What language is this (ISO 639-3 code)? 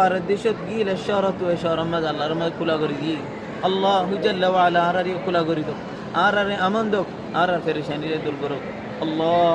rhg